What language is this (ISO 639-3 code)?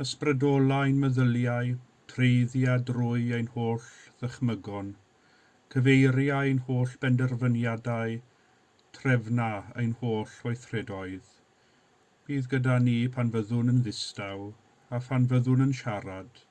cym